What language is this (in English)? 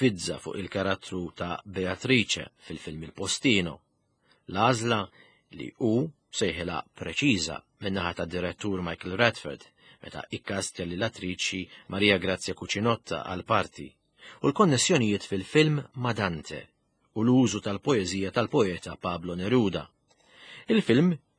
Maltese